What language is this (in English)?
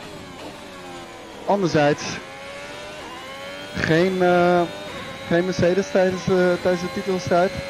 Dutch